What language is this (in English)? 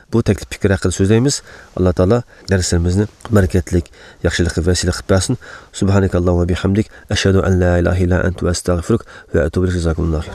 Uyghur